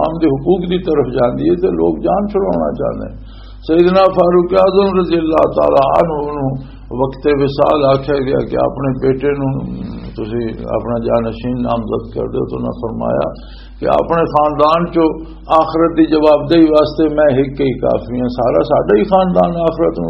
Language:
Western Panjabi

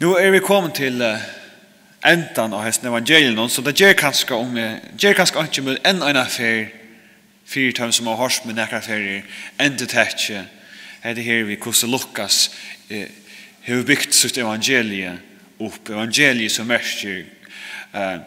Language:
Faroese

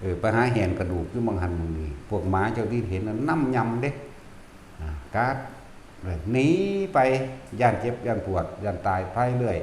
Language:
Northeastern Thai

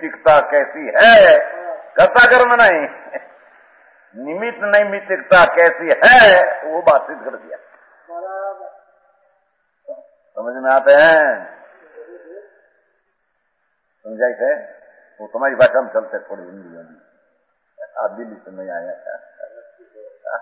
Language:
Hindi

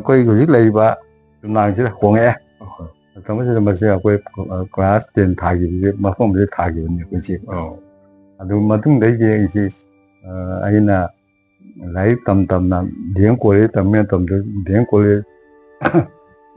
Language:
Manipuri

